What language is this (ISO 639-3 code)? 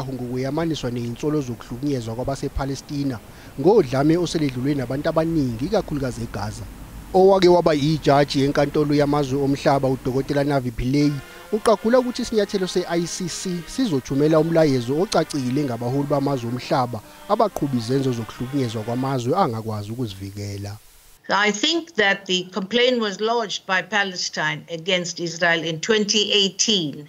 zul